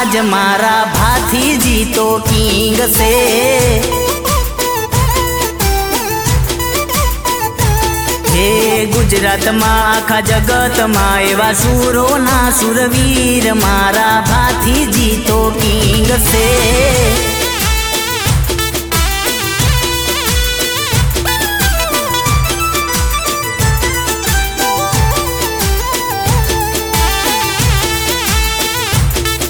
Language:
Gujarati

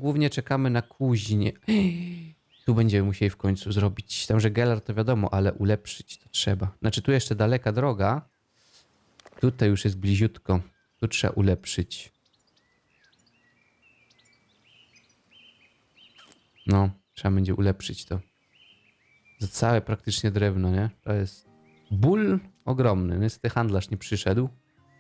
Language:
Polish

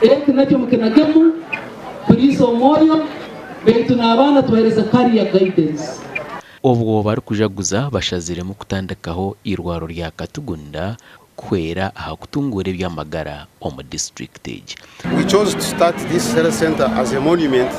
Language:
Nyankole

